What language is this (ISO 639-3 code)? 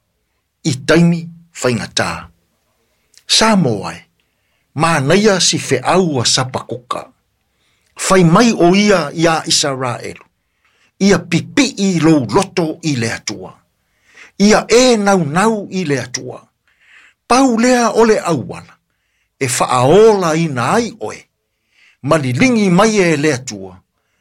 smo